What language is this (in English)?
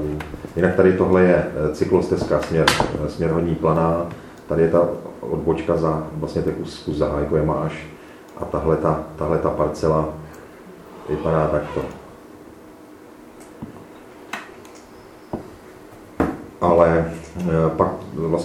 Czech